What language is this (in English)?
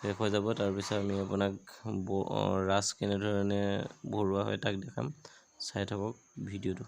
Assamese